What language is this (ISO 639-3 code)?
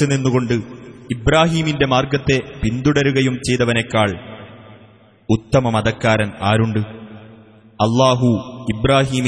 mal